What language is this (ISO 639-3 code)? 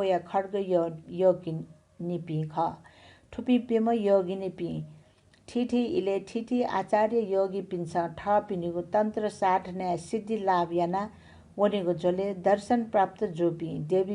new